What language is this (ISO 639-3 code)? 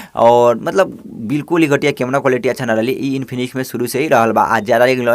bho